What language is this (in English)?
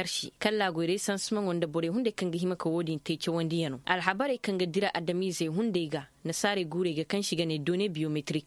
Koyraboro Senni